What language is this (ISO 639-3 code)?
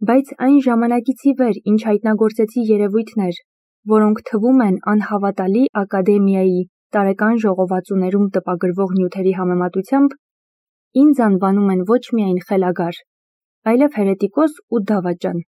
hye